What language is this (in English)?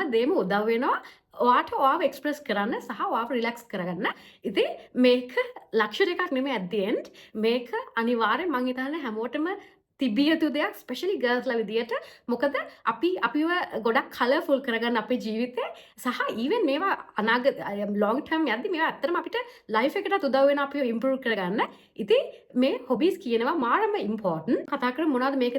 Sinhala